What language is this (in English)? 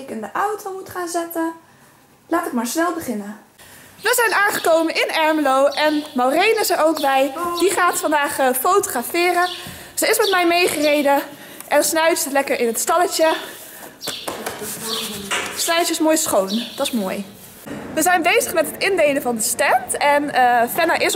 Dutch